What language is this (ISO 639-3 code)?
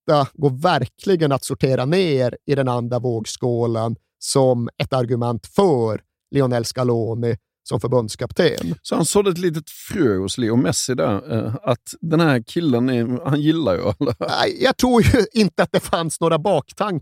swe